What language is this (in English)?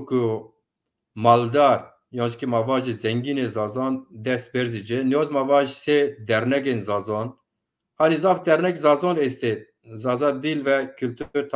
Zaza